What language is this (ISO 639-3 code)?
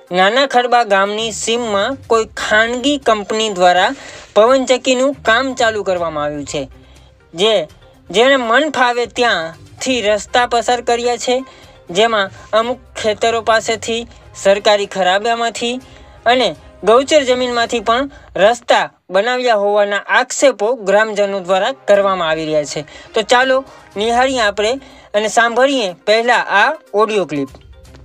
guj